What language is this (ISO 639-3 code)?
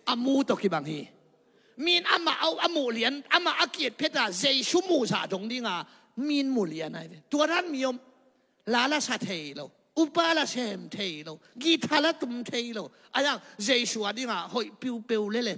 ctd